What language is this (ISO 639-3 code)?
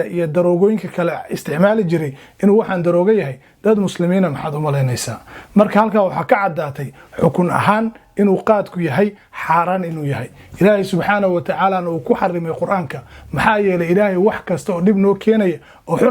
som